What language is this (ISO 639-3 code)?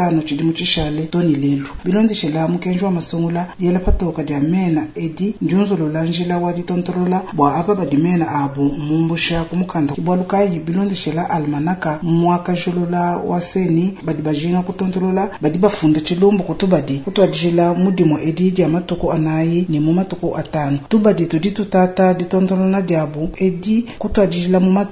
lua